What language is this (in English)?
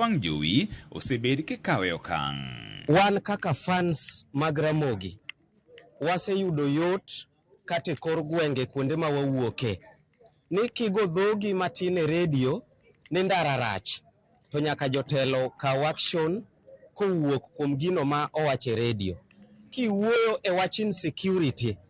Luo (Kenya and Tanzania)